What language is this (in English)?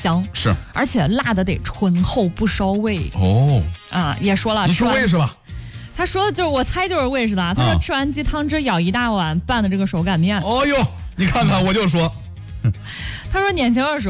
Chinese